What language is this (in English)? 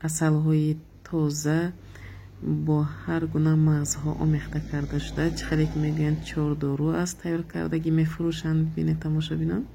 Tajik